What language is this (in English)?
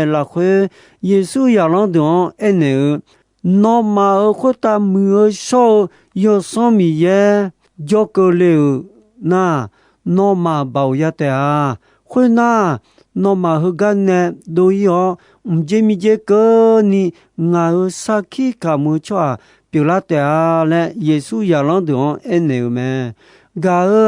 Akha